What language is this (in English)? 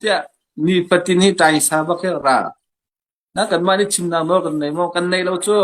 Hakha Chin